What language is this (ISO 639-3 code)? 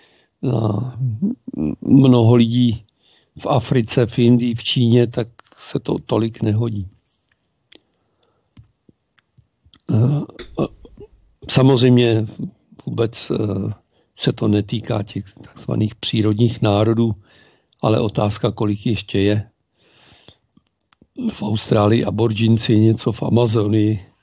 ces